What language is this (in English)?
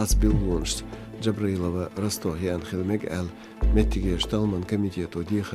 Chechen